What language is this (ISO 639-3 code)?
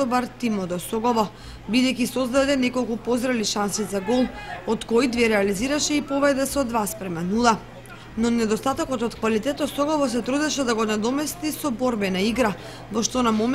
mkd